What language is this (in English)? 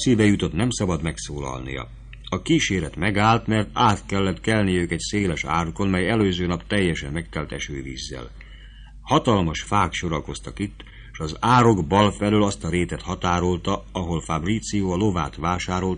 Hungarian